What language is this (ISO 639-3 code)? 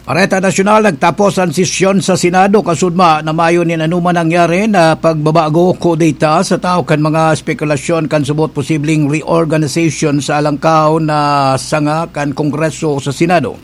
bik